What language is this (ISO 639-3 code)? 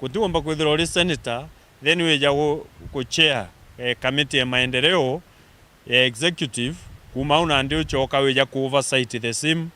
mer